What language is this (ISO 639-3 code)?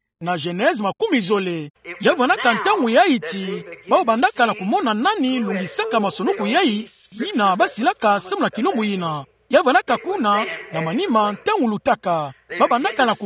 ktu